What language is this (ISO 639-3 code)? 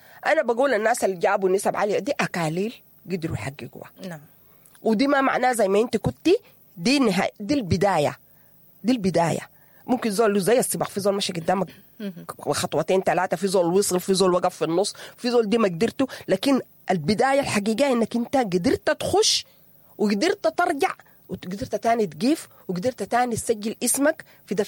apd